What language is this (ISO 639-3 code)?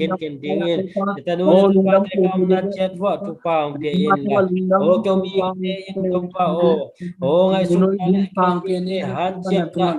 ctd